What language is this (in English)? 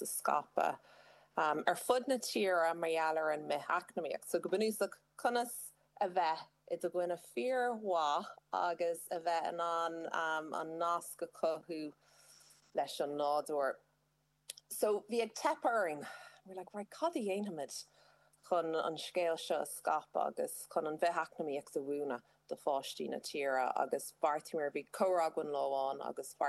Irish